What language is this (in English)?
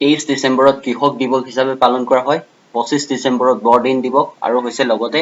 Assamese